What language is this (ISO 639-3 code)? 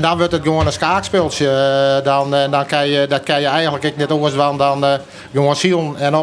fry